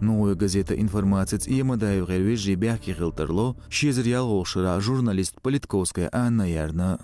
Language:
Chechen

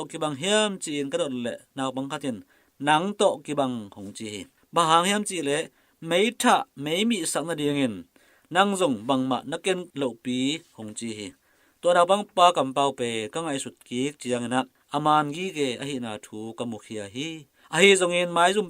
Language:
Tedim Chin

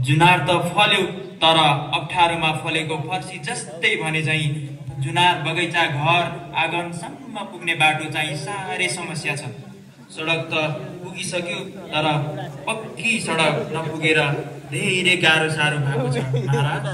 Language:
Nepali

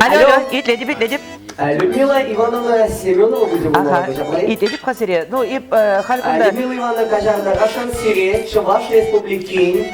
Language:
Chuvash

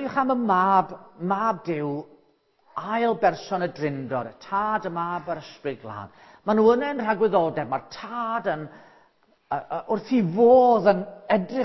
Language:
Welsh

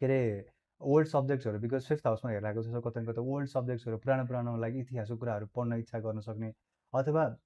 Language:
Nepali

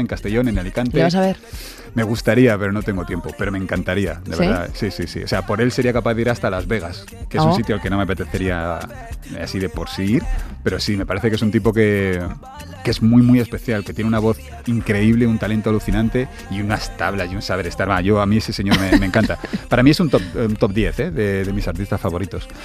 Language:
Spanish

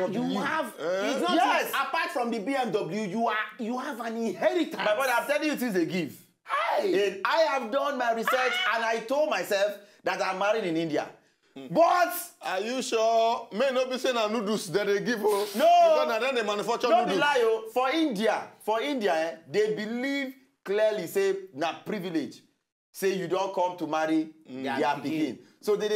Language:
Nigerian Pidgin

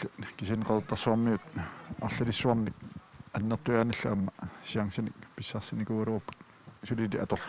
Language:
Kalaallisut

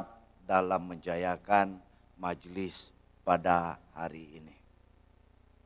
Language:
Malay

